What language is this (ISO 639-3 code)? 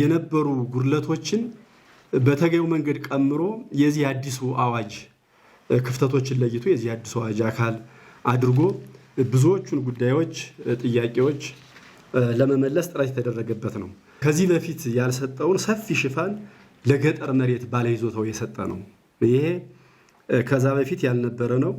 amh